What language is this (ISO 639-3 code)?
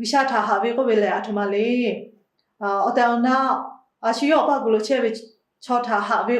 lhu